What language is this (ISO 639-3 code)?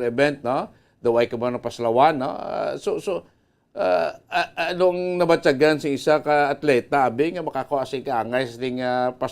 hil